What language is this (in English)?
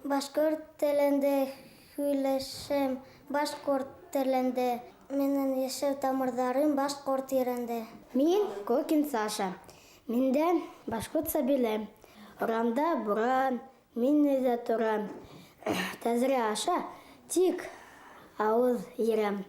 Bashkir